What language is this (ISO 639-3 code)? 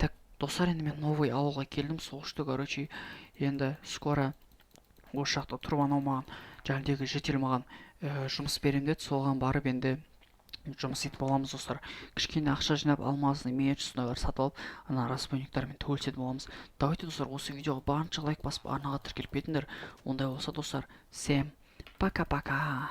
kaz